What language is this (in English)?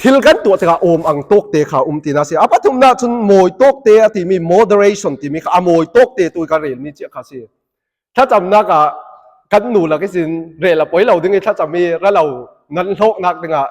Falam Chin